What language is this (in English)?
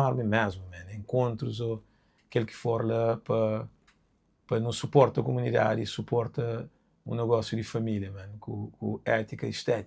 Kabuverdianu